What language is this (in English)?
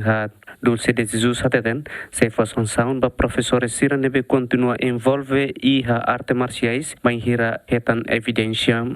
Tetum